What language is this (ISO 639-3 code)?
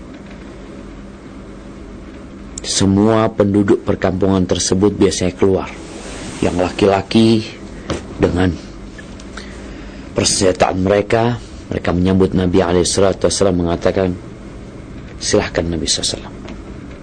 ind